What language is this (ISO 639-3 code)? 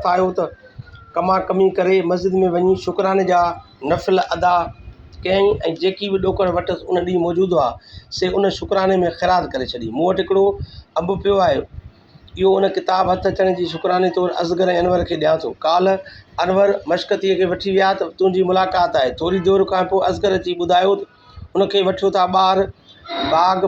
snd